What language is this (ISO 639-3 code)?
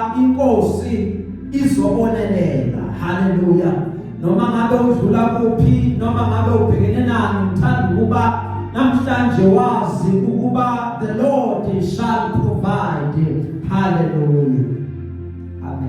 zul